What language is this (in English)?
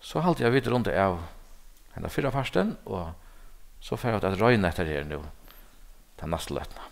Faroese